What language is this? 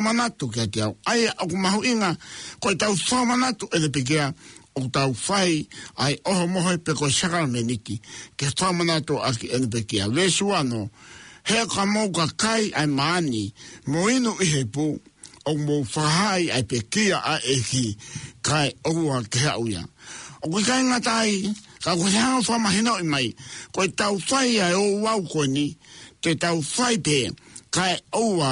Tongan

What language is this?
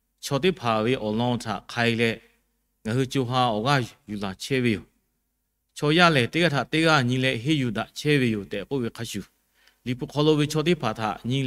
Lahu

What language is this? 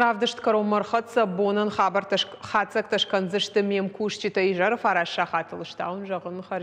Ossetic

